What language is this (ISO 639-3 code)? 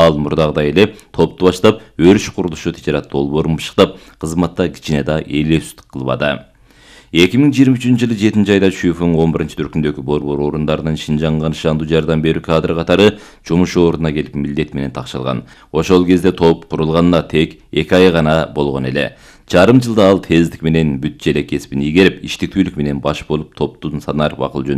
kir